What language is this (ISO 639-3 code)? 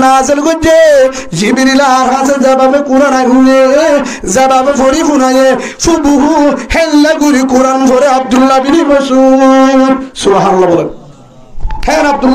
rhg